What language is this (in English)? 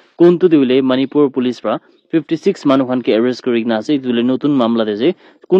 Naga Pidgin